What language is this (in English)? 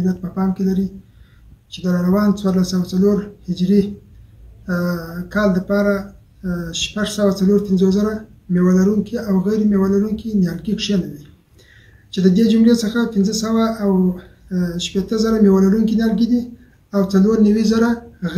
Pashto